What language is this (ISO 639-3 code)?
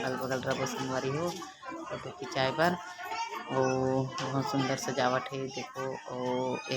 hne